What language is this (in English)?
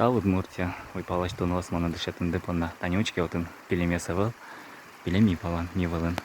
Udmurt